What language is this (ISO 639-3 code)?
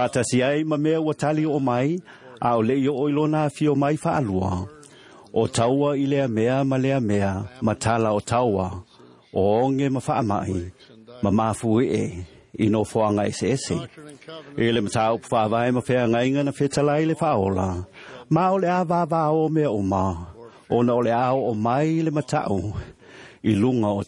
smo